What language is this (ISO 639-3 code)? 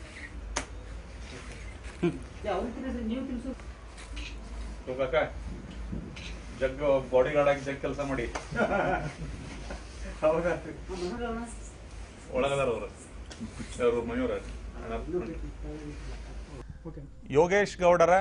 kan